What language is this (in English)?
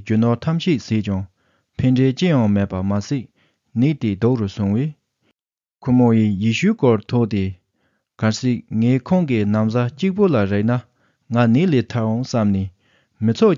Tibetan